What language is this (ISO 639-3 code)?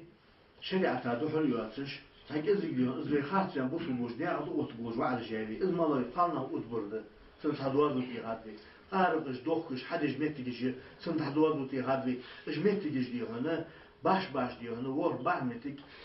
inh